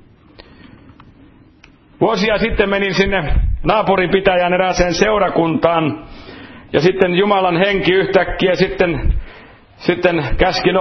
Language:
Finnish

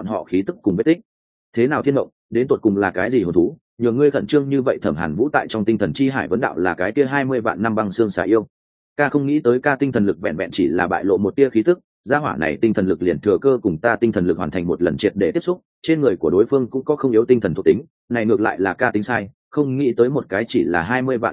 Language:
Vietnamese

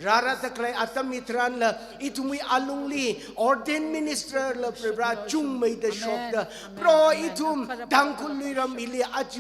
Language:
Tangkhul Naga (India)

